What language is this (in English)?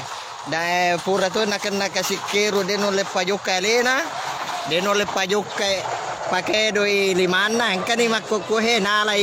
Buginese